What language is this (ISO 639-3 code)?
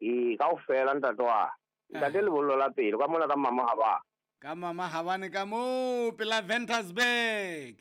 sot